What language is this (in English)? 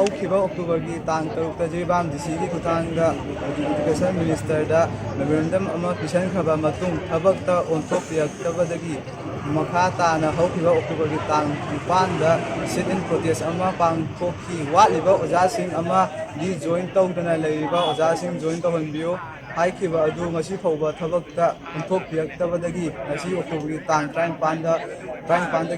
Manipuri